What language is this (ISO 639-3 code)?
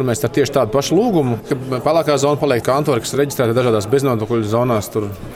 lav